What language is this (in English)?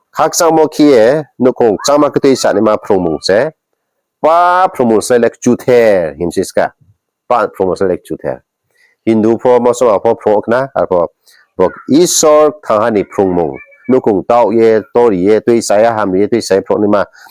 Riang (India)